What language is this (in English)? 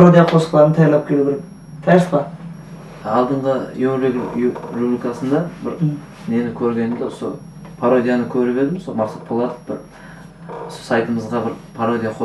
Kara-Kalpak